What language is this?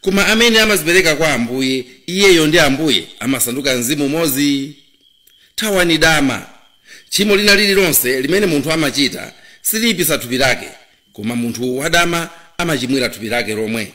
Nyanja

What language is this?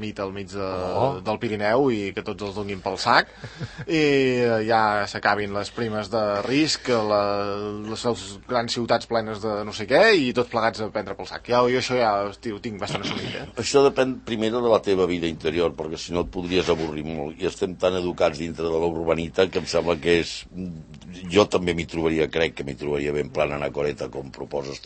Catalan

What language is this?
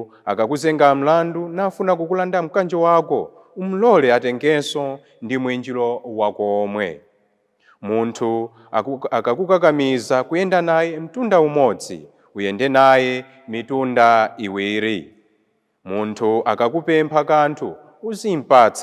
Nyanja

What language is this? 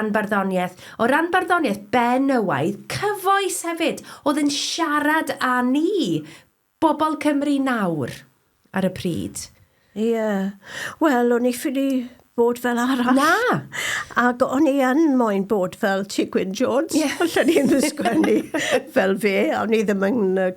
Welsh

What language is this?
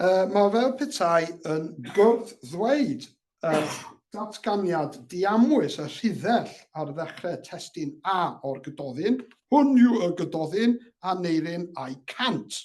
Welsh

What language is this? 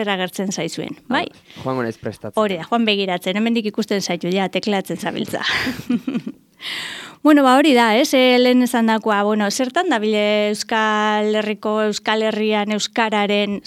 Basque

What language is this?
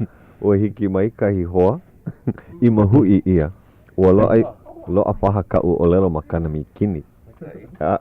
Hawaiian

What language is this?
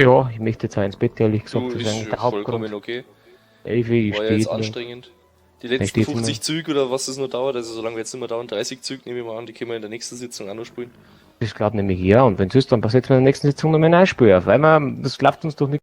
Bavarian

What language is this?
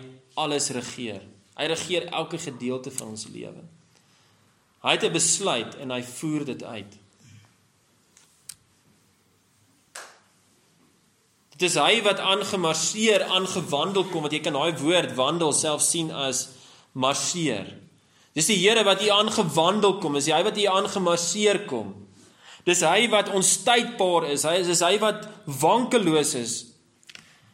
Afrikaans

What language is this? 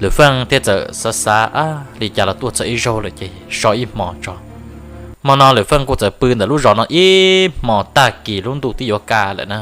Hmong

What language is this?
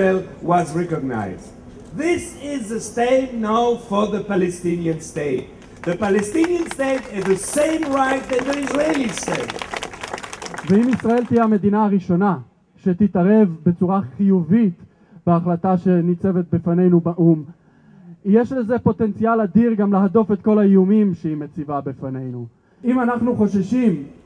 Hebrew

